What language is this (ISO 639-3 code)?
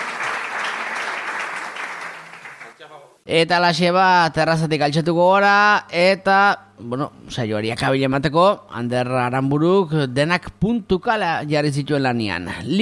eus